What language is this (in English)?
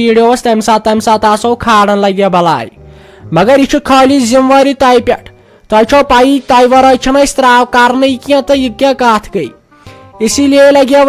Kashmiri